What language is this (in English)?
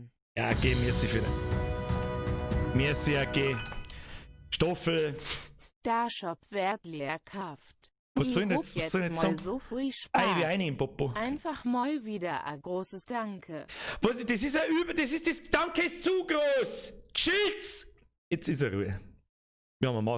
Bavarian